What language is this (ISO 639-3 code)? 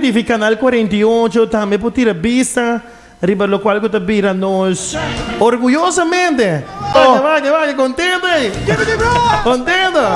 pap